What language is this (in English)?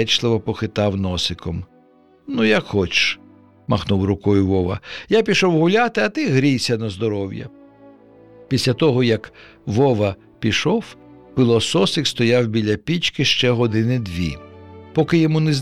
Ukrainian